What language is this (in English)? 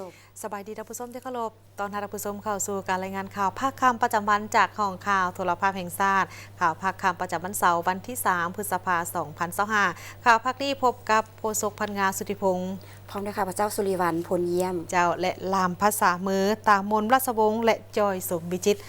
Lao